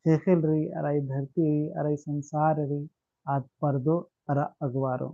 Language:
Kurukh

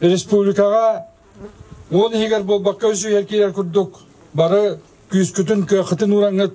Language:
Yakut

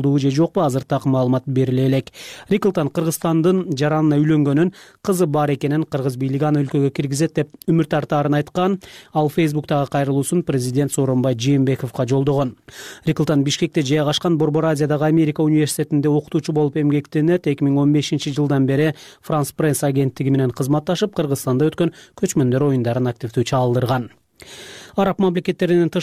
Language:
Kyrgyz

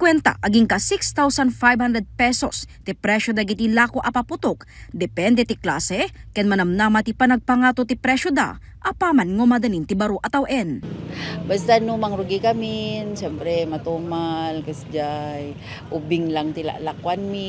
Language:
Iloko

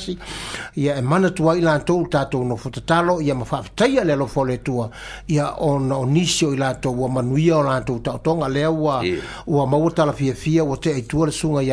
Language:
Samoan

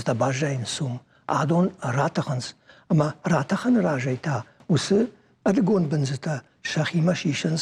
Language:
Ossetic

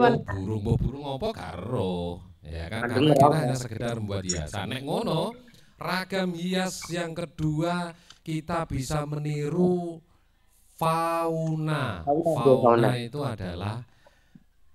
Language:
Indonesian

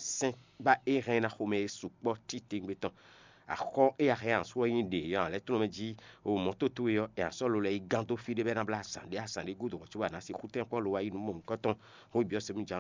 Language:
Fon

